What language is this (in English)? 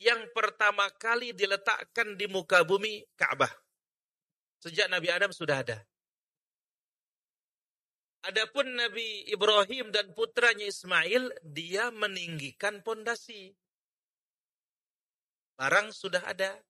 Indonesian